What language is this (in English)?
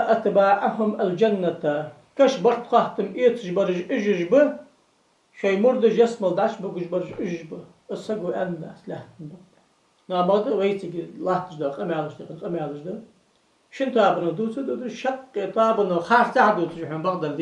Ingush